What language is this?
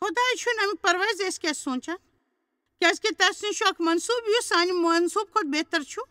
Kashmiri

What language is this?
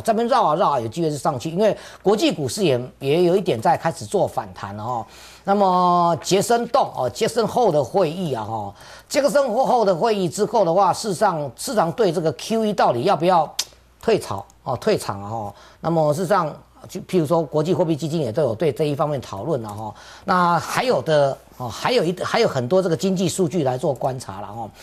Chinese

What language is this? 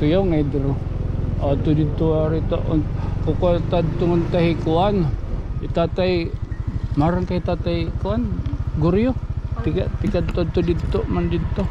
Waray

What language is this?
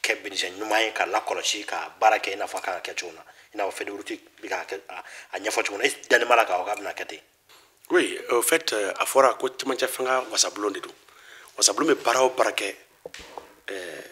Bambara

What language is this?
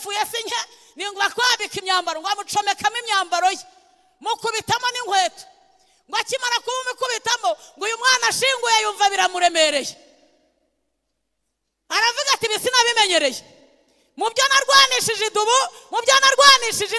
Kinyarwanda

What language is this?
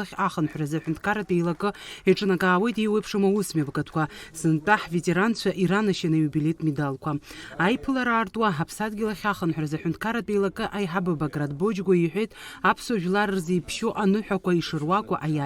Abkhazian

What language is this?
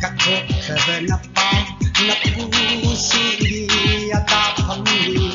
Manipuri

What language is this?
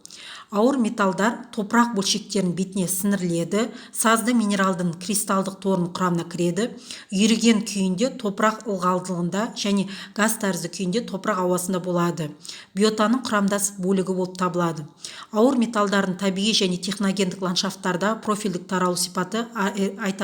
Kazakh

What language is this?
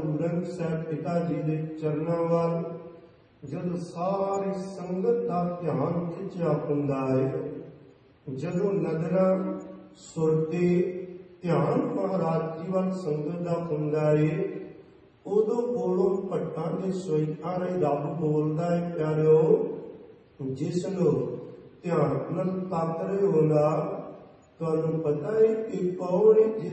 Punjabi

